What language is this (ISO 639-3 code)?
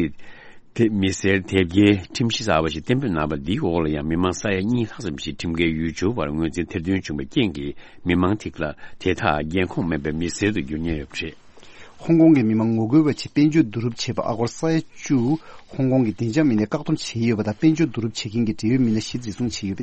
bod